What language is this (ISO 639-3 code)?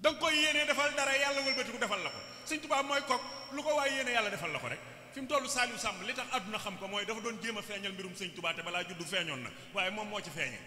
wol